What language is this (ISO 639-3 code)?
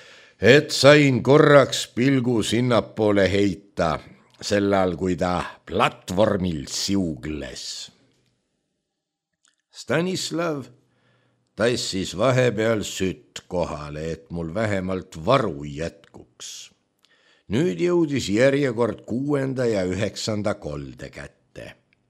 est